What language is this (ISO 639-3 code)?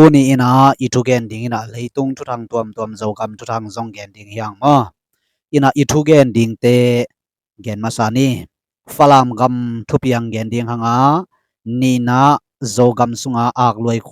ctd